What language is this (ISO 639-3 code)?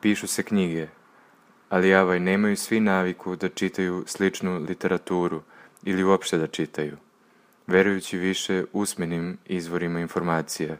srp